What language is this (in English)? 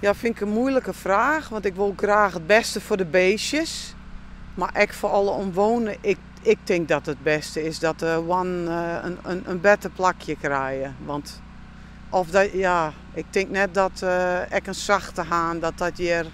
Western Frisian